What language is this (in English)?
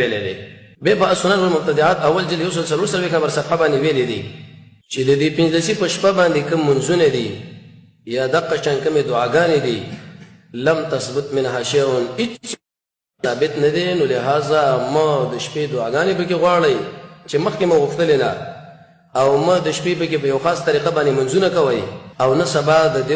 Pashto